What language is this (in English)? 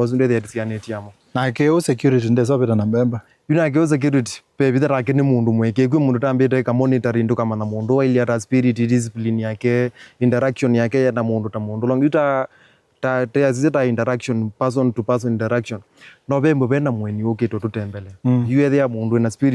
Kamba